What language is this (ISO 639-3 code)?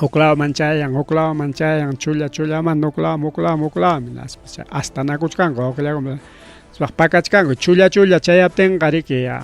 quy